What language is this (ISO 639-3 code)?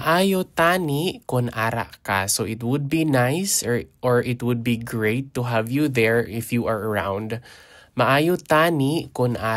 hil